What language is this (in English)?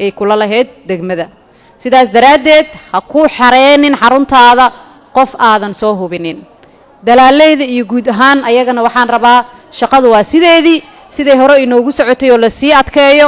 Somali